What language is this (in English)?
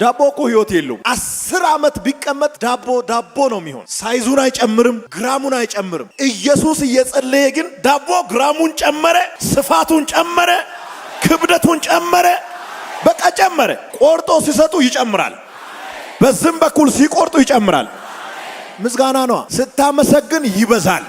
Amharic